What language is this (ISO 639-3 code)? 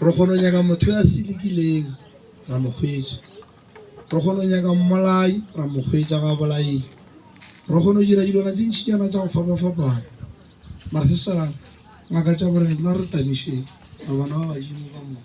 nso